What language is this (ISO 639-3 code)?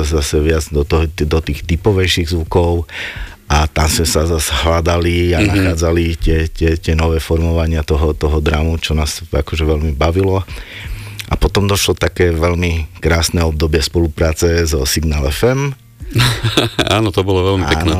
slk